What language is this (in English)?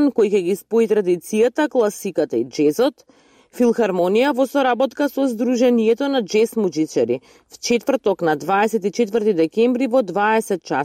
Macedonian